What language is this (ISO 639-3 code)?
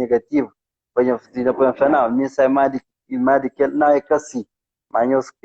kea